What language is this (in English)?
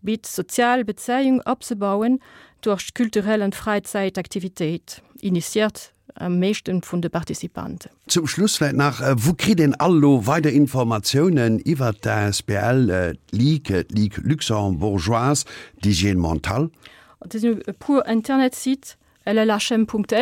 Luxembourgish